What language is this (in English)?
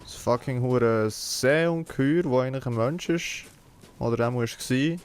Swiss German